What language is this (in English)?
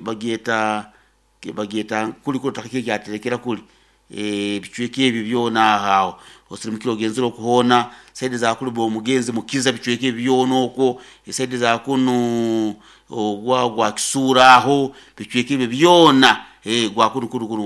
Nyoro